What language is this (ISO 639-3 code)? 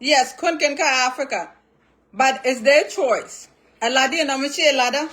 nus